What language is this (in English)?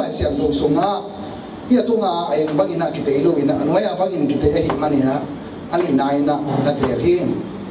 Tedim Chin